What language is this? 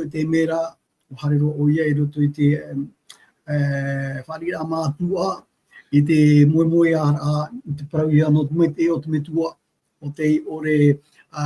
Tahitian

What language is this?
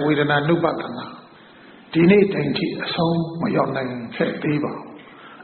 Burmese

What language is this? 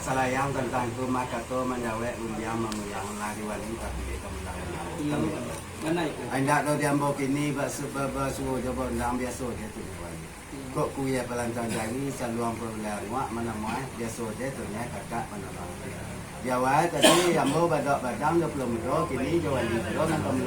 Minangkabau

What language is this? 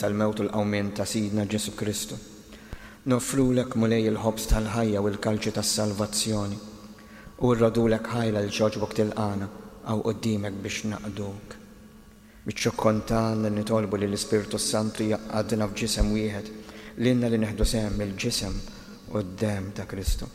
Maltese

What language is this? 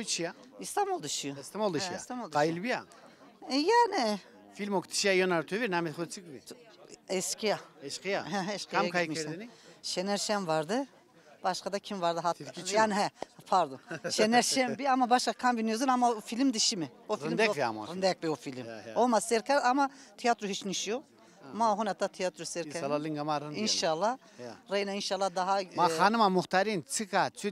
Zaza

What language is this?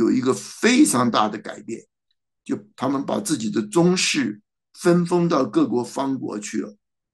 Chinese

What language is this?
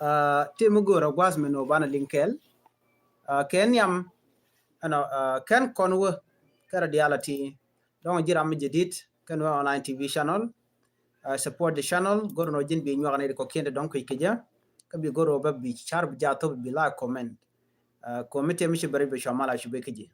Nuer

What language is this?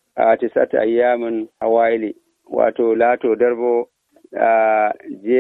Nigerian Fulfulde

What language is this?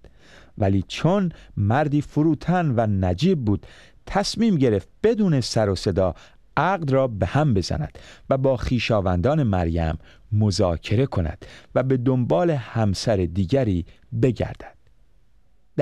Persian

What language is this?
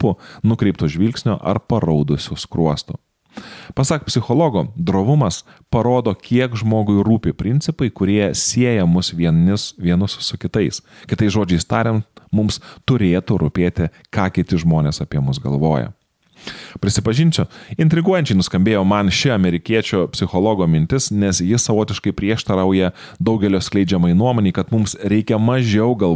Lithuanian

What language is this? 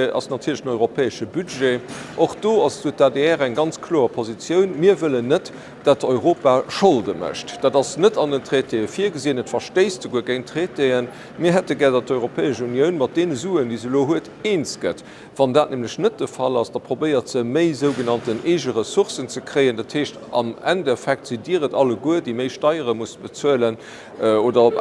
Luxembourgish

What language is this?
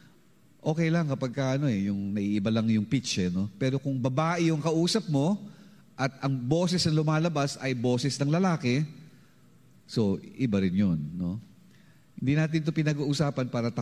Filipino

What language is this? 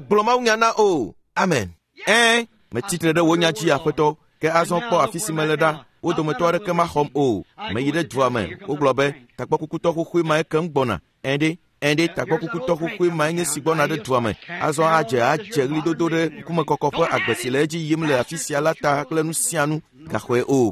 Ewe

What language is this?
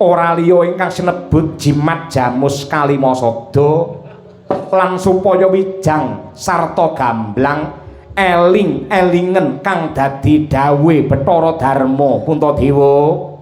Javanese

